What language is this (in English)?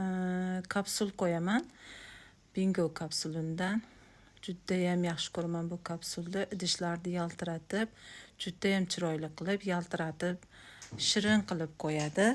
Uzbek